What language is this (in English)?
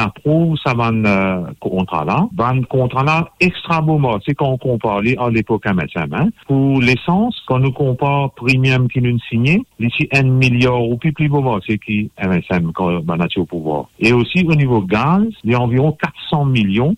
Morisyen